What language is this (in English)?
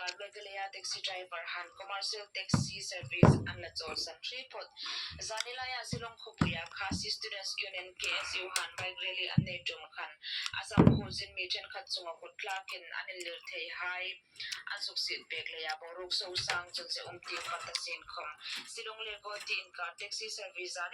Hmar